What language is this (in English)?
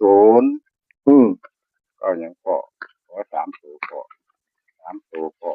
Northeastern Thai